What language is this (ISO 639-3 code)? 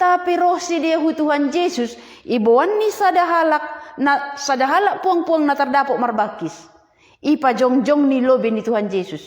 bts